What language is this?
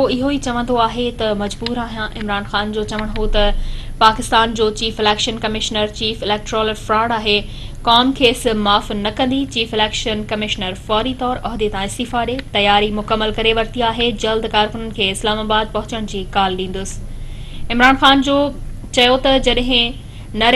Sindhi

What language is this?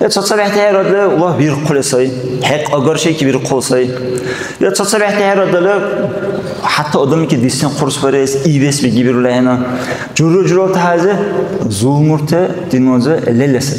Dargwa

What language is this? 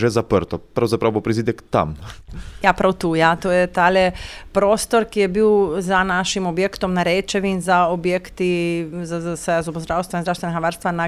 Slovenian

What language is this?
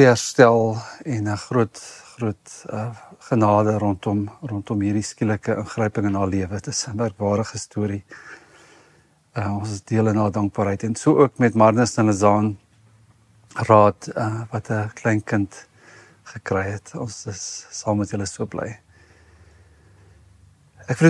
Afrikaans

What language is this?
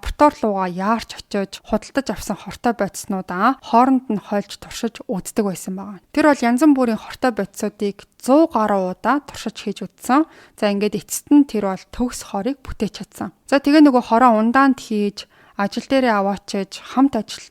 Mongolian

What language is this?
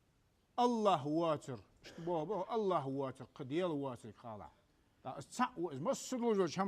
Ingush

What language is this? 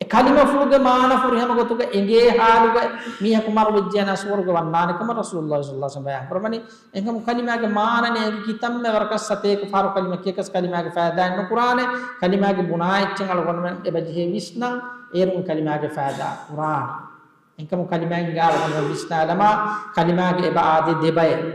Divehi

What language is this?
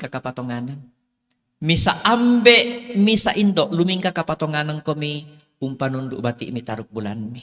Toraja-Sa'dan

